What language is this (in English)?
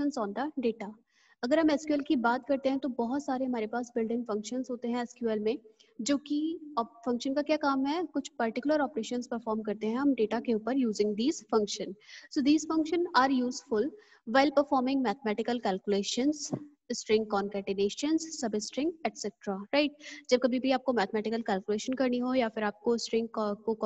Hindi